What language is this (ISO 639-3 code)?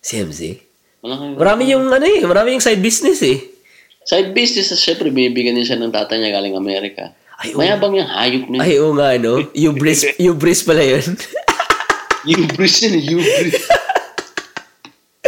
fil